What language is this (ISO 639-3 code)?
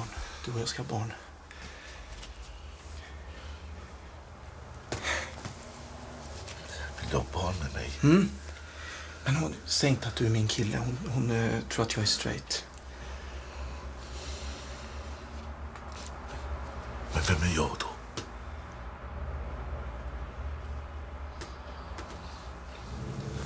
swe